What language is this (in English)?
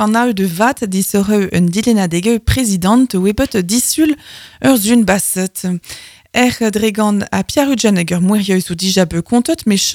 Breton